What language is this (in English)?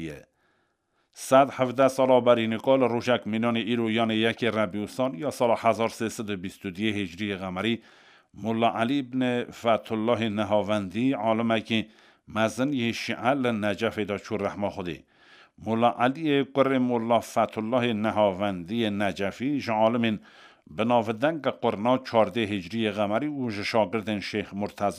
Kurdish